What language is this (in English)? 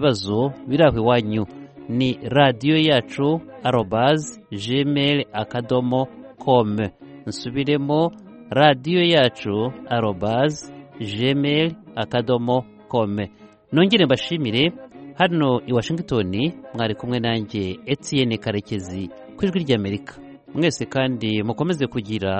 Kinyarwanda